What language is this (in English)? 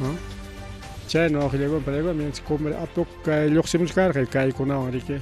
Ayacucho Quechua